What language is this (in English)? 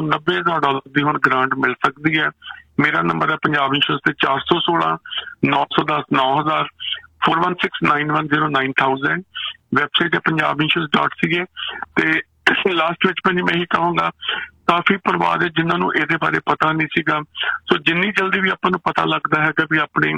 Punjabi